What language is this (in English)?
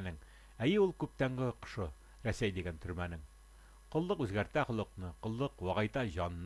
Tatar